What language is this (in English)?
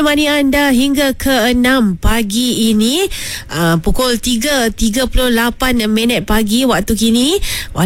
Malay